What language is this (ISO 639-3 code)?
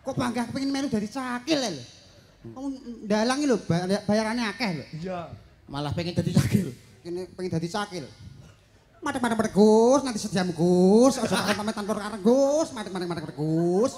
jav